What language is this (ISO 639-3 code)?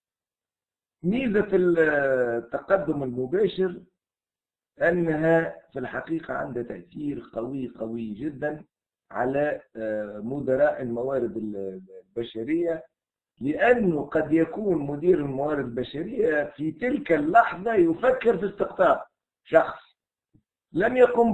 ara